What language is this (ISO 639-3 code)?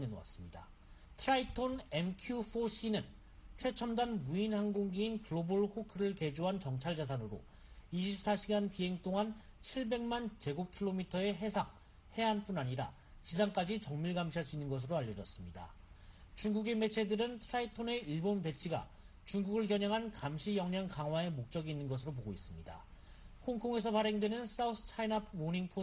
kor